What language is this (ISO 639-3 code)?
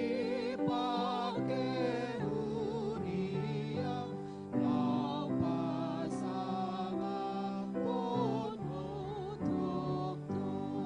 bbc